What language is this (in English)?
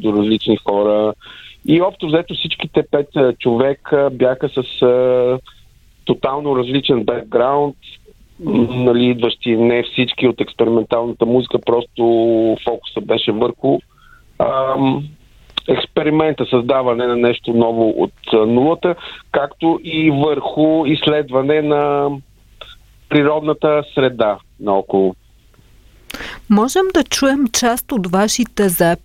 Bulgarian